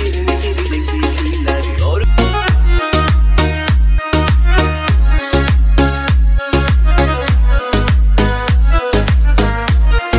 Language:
Turkish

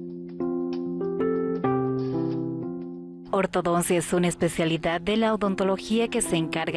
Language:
Spanish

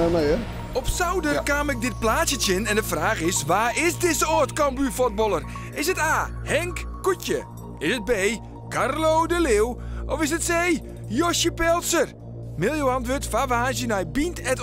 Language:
Western Frisian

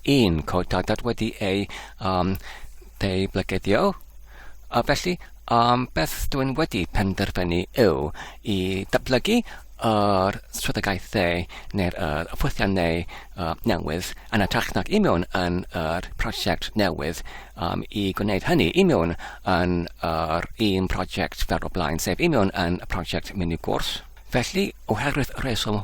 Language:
Welsh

